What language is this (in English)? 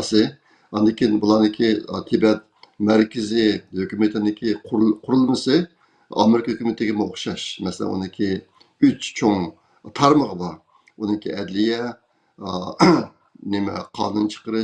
Uyghur